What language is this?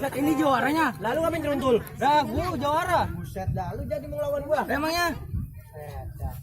Betawi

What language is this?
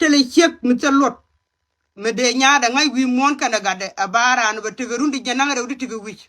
Nuer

